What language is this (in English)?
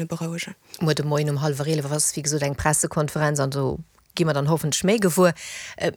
Luxembourgish